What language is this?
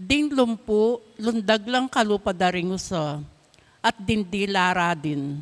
Pampanga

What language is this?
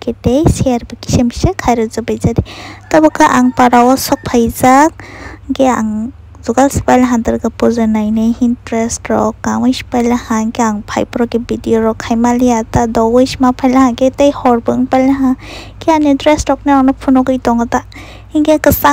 Kok Borok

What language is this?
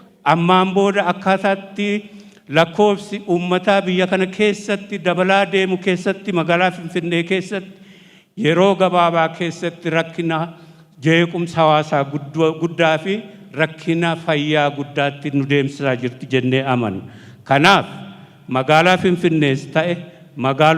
Oromo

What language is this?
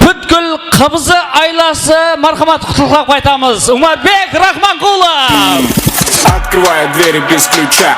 Kara-Kalpak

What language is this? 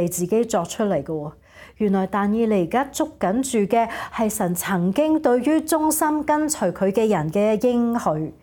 Cantonese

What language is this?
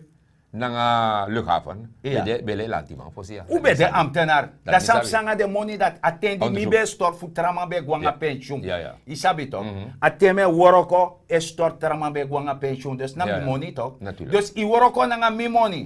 Sranan Tongo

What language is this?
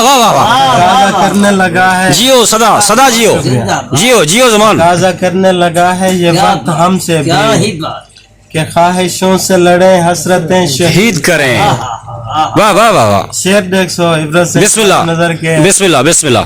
Saraiki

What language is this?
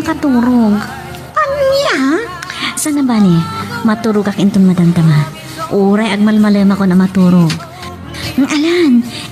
Iloko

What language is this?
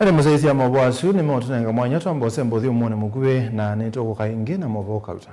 Kamba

